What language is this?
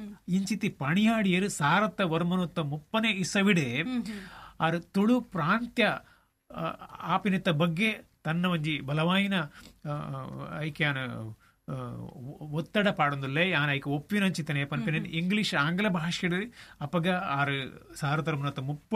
Tulu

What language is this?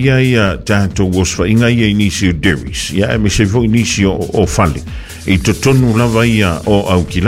Samoan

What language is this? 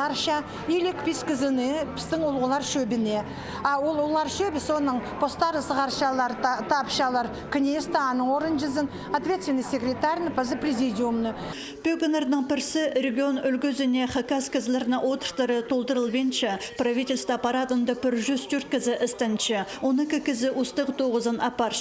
Khakas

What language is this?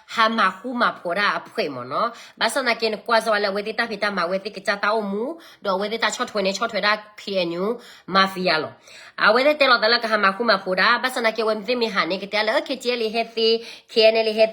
S'gaw Karen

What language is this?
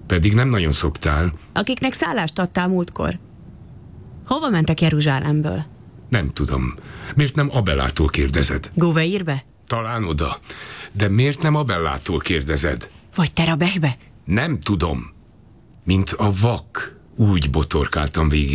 Hungarian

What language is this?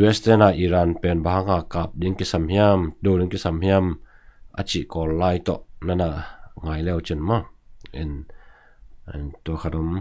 Tedim Chin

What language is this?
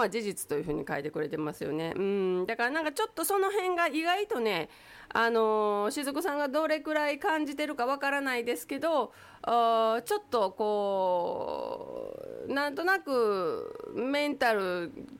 Japanese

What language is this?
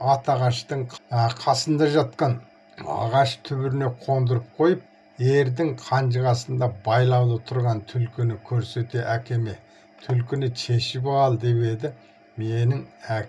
Kazakh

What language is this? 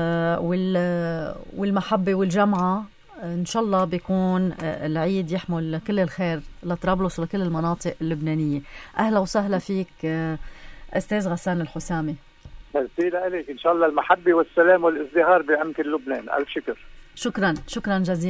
North Levantine Arabic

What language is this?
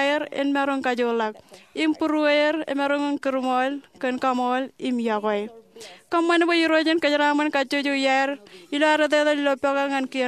Marshallese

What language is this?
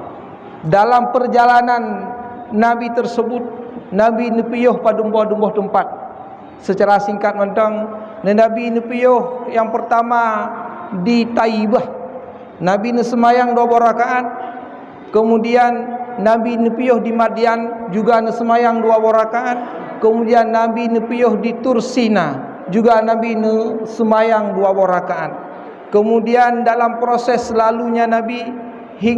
Achinese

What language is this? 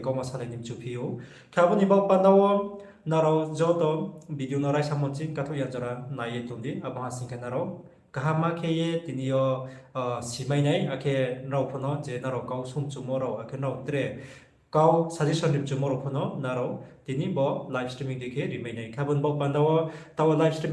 Riang (India)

